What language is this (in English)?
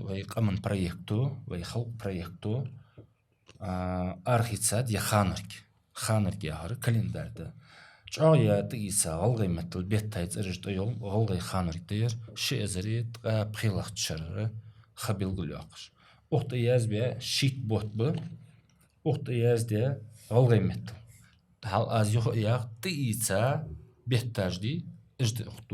Ingush